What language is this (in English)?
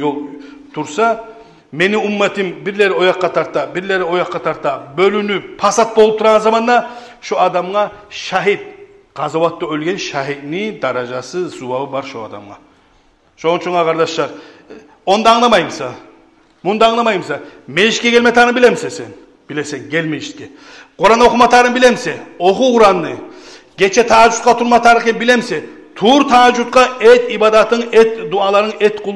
Kumyk